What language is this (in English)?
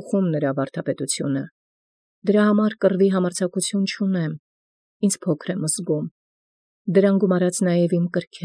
Armenian